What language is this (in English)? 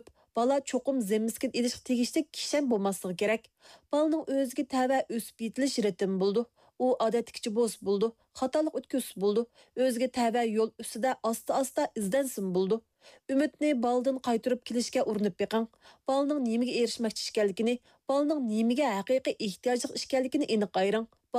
Uyghur